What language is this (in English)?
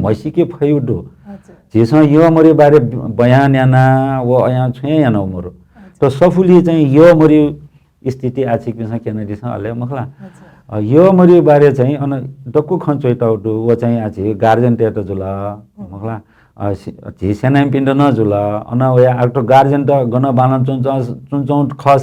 Newari